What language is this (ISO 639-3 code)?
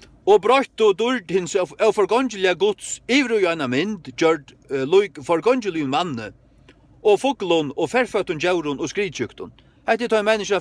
fao